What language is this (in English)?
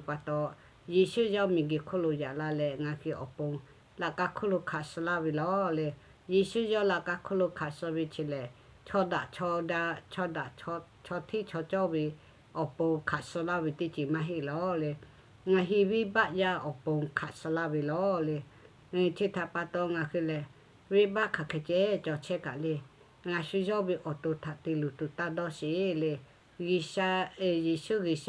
Lahu